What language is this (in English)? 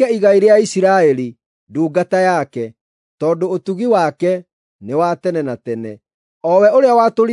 Kikuyu